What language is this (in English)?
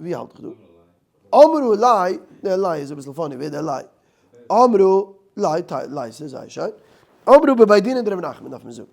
Yiddish